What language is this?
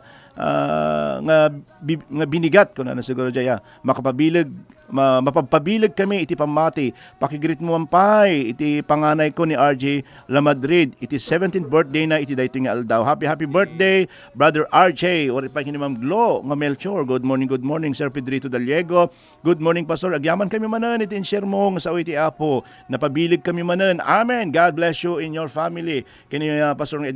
Iloko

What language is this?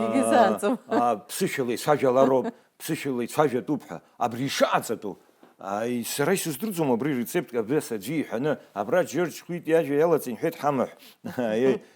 Abkhazian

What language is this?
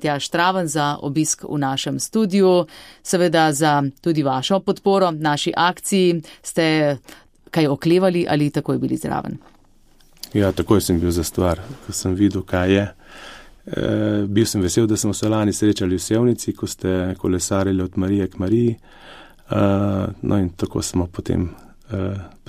Slovenian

